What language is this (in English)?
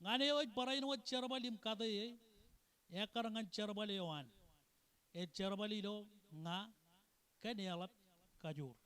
Marshallese